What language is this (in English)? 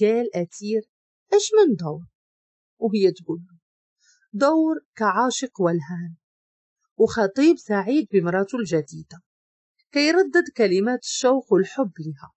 Moroccan Arabic